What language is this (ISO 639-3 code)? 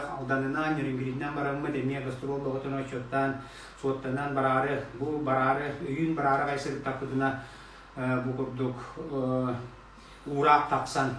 sah